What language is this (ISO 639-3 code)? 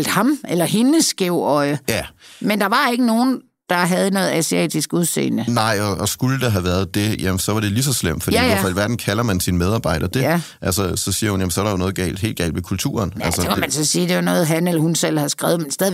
dan